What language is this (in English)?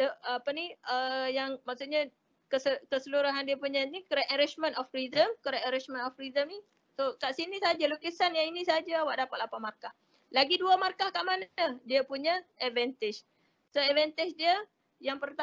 Malay